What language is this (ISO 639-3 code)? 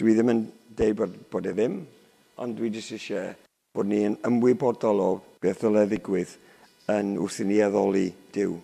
cym